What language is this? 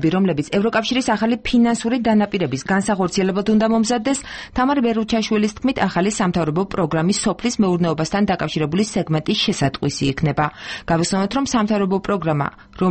Georgian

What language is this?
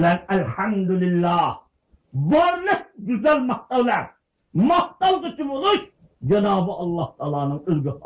Uyghur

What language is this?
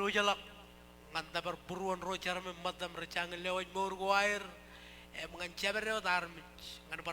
Marshallese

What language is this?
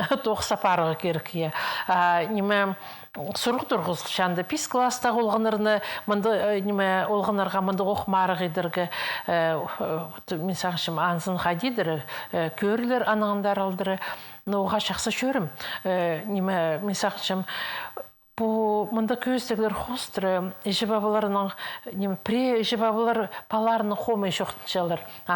Khakas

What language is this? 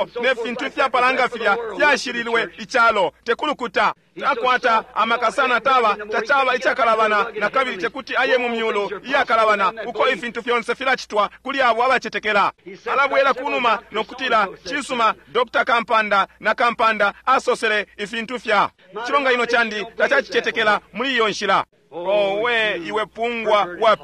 Bemba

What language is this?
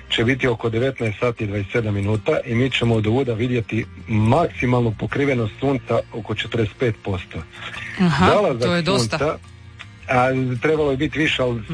Croatian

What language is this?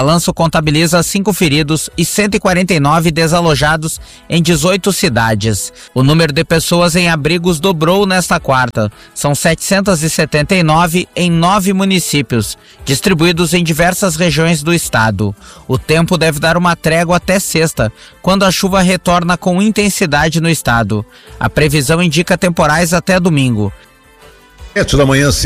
Portuguese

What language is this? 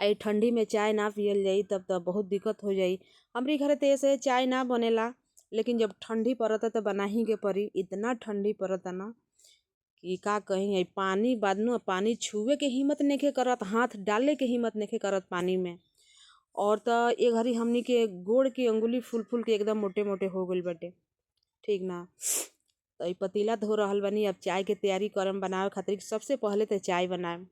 Bhojpuri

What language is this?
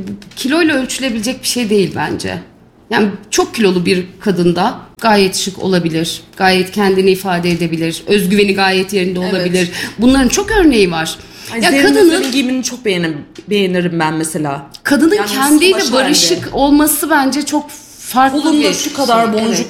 Turkish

